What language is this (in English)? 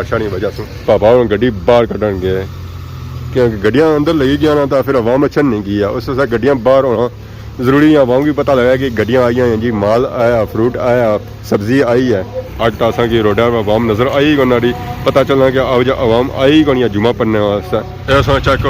Pahari-Potwari